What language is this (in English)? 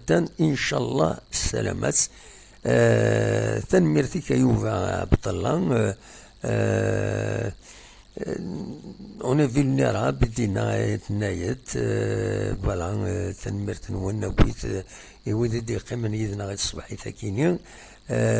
Kabyle